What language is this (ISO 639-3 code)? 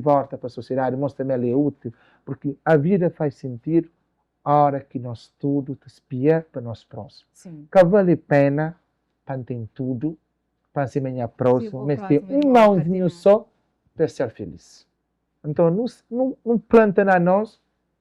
kea